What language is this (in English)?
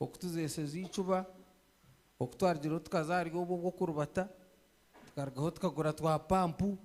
Nyankole